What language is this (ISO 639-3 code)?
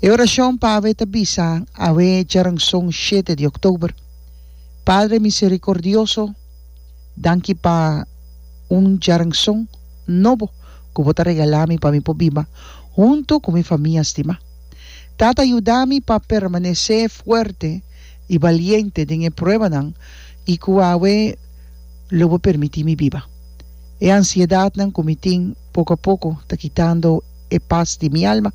pap